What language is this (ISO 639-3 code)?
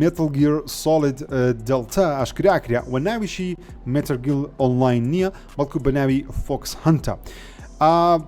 ckb